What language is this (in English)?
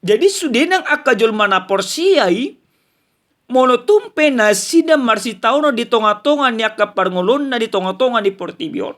Batak Toba